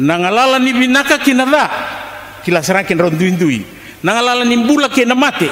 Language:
Fijian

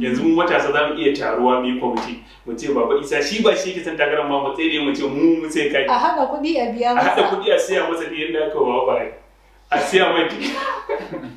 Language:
Hausa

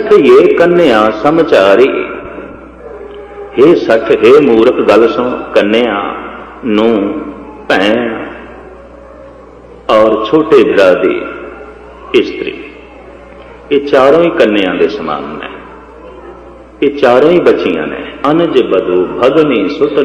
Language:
Punjabi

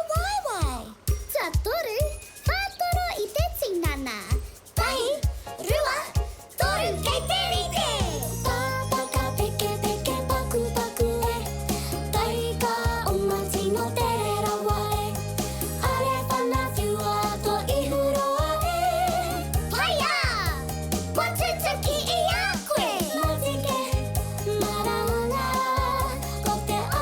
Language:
Māori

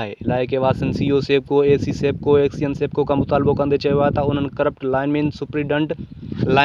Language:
Sindhi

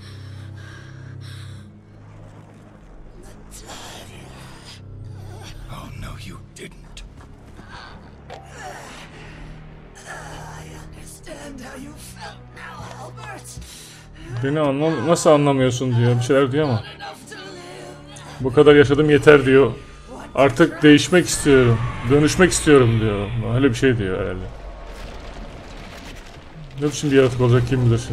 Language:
Turkish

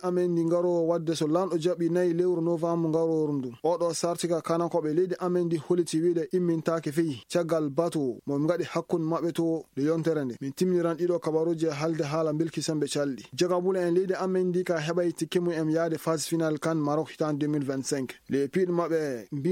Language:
Maasina Fulfulde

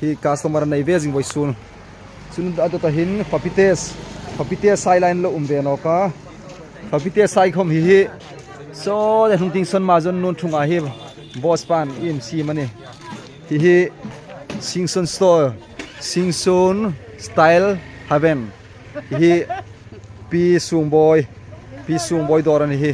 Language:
Hmar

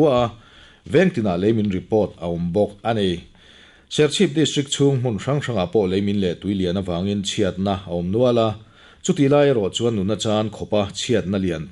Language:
Mizo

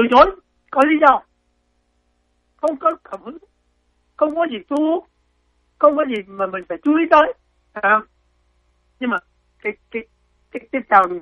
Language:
Vietnamese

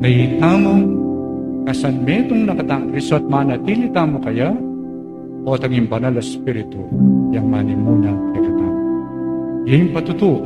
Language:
Pampanga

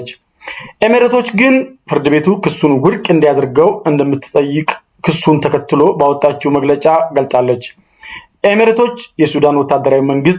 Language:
Amharic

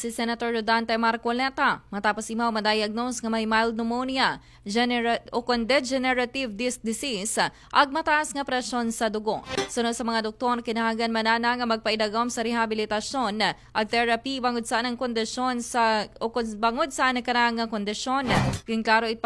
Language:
Aklanon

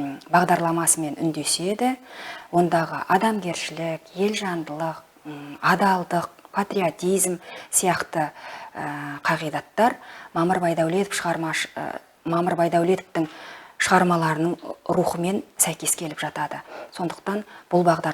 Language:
Kazakh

